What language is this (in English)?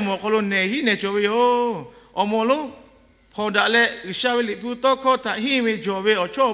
Lahu